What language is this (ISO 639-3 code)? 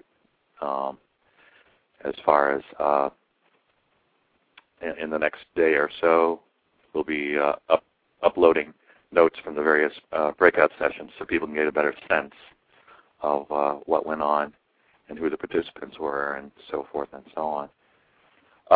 eng